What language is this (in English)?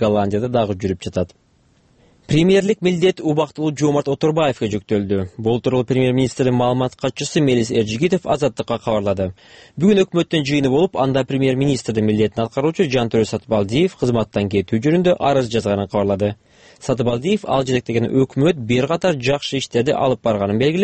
Kyrgyz